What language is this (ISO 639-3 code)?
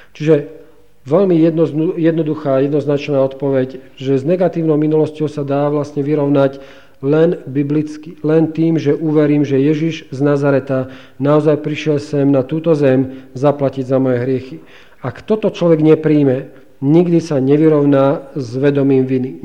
slk